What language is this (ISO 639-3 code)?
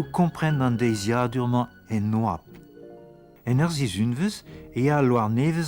bre